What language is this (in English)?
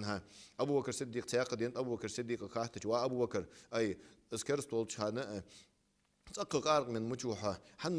Ingush